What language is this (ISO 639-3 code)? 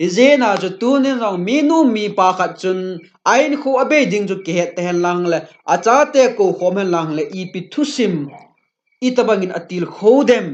tcz